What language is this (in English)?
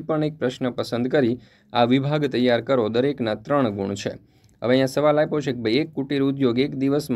Gujarati